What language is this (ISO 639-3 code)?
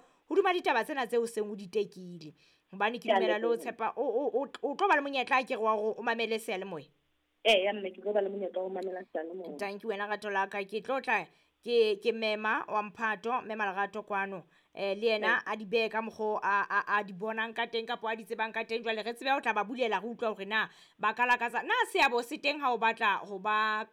sot